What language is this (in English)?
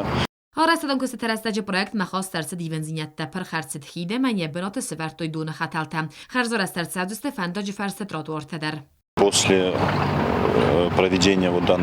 Ossetic